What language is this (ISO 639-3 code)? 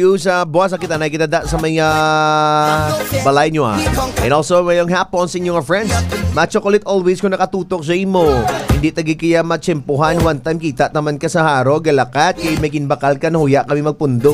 hil